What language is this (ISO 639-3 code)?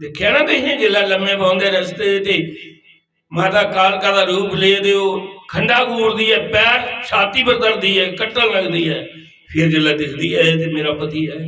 doi